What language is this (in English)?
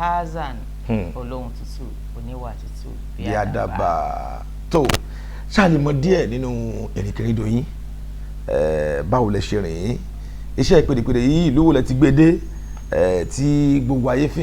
Yoruba